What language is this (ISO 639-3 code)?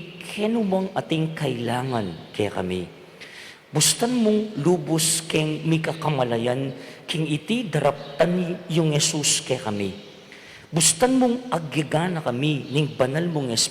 pam